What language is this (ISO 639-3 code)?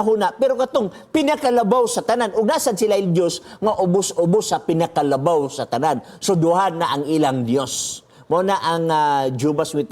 ceb